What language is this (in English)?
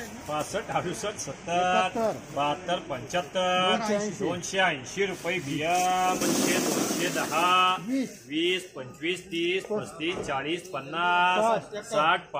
Marathi